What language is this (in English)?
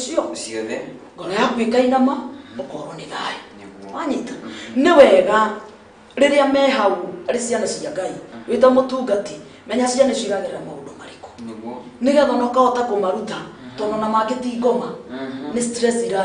Kikuyu